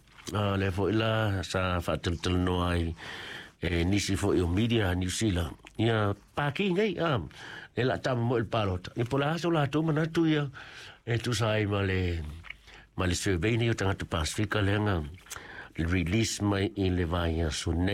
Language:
Samoan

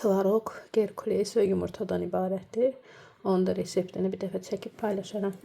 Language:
Azerbaijani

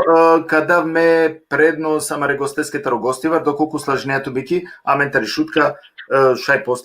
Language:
Balkan Romani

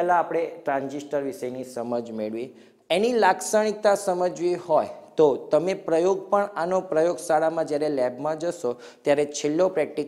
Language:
Gujarati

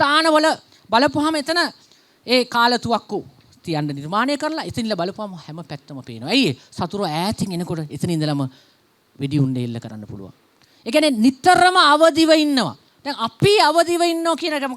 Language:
Sinhala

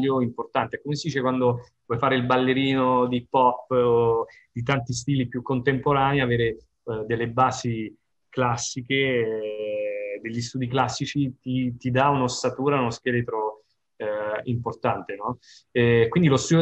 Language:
Italian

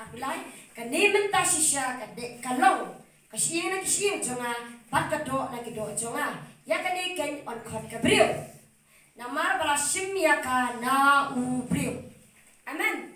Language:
Khasi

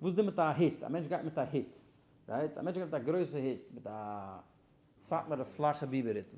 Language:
Yiddish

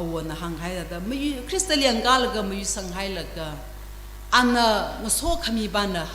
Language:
Tangkhul Naga (India)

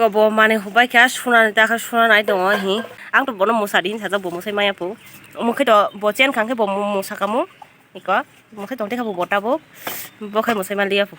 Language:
Kok Borok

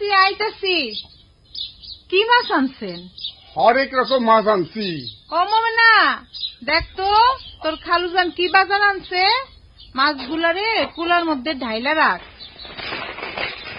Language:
Bangla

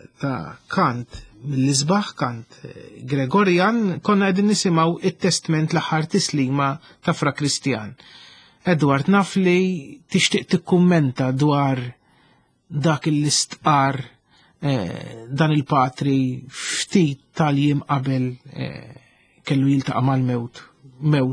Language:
Maltese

